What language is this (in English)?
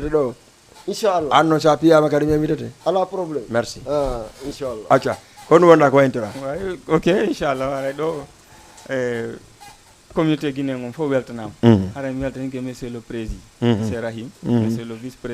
Fula